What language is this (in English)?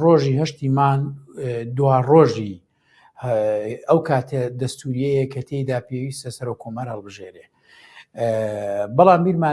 Central Kurdish